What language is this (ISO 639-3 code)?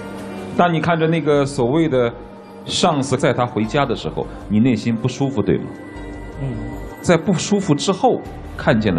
zho